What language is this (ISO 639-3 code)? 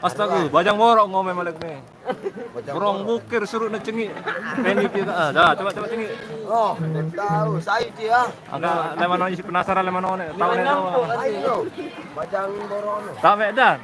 sas